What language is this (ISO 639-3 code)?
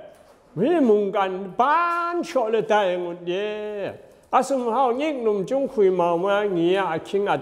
atb